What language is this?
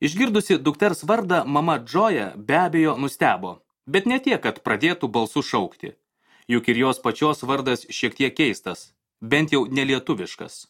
Lithuanian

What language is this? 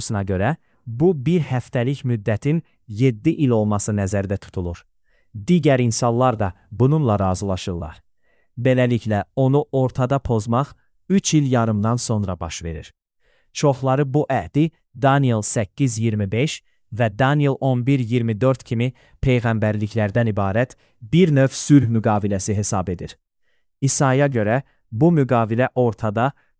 Azerbaijani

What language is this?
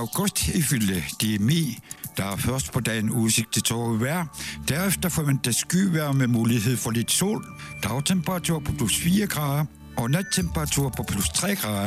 Danish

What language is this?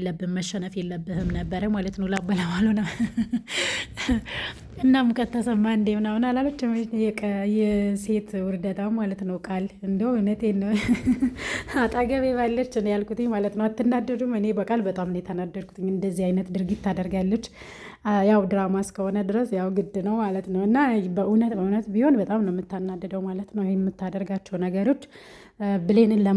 Amharic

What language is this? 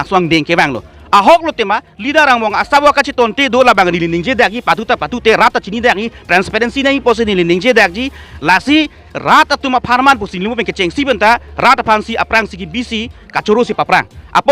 Karbi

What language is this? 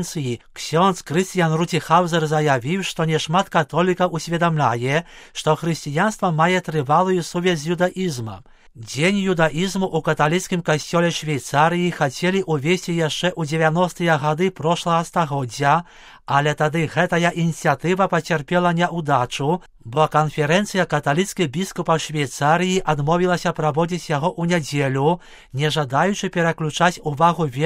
Belarusian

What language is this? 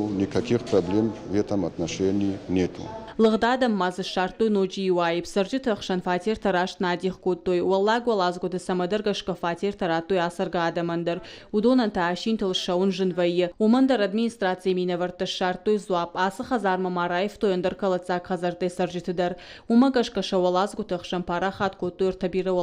Ossetic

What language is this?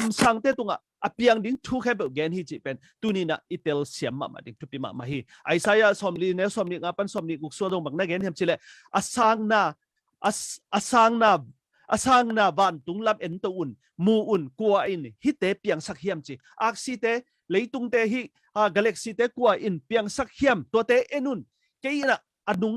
Tedim Chin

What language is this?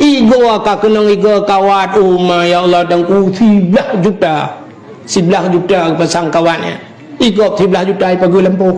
Achinese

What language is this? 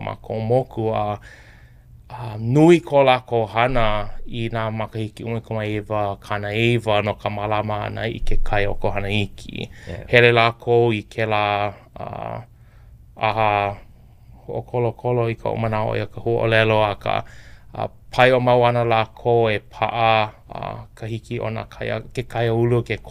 Hawaiian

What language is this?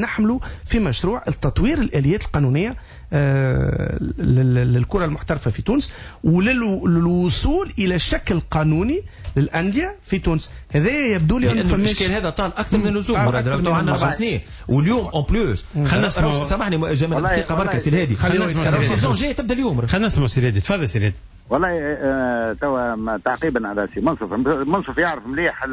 Tunisian Arabic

